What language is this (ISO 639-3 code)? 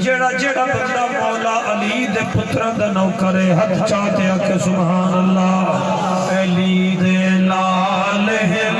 skr